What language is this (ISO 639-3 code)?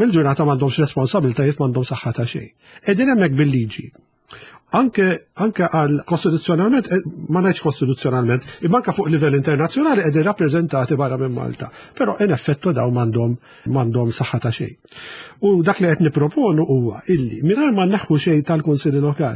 mlt